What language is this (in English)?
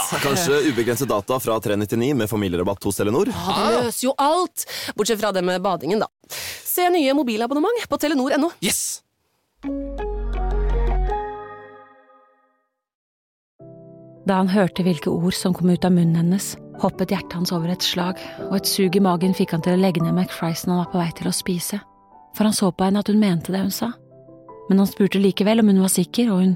Norwegian